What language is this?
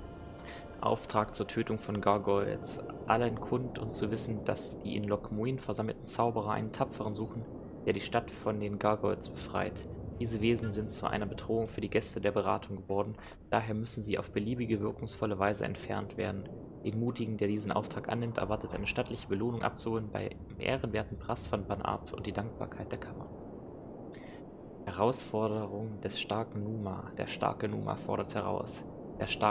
German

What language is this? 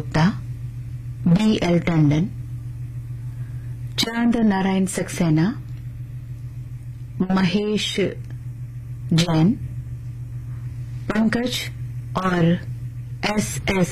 Hindi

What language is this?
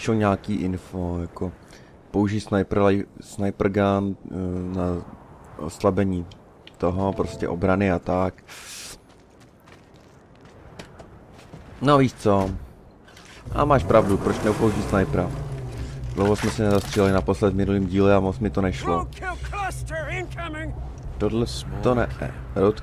Czech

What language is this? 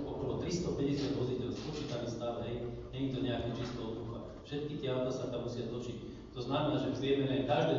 Slovak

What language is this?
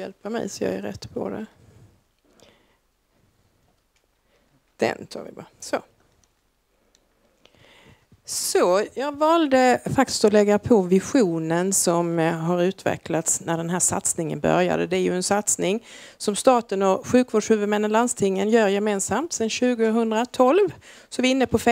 Swedish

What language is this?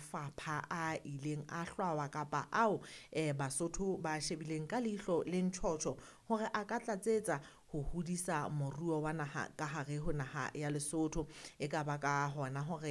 Southern Sotho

